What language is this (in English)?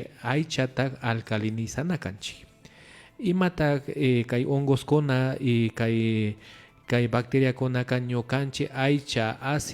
Imbabura Highland Quichua